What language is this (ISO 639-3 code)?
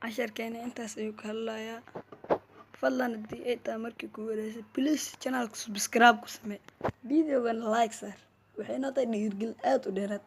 som